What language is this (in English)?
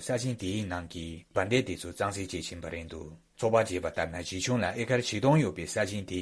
Tibetan